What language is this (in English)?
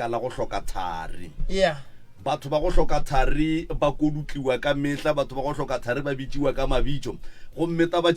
Northern Sotho